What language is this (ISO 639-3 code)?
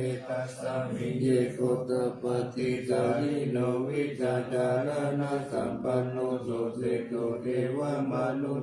pli